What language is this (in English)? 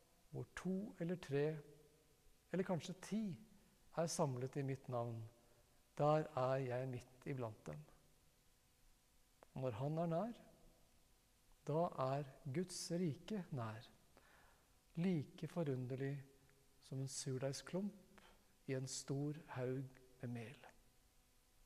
Norwegian